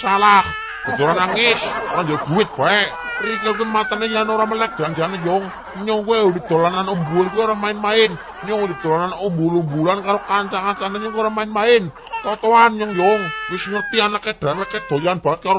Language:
Javanese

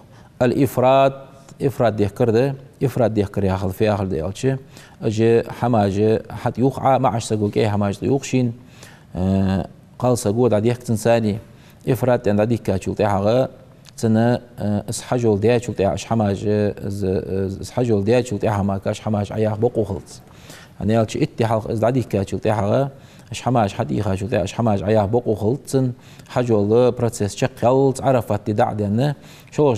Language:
Ingush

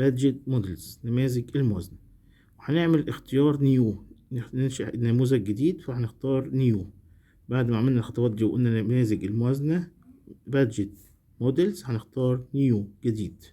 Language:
Egyptian Arabic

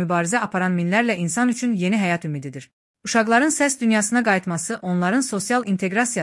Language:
Azerbaijani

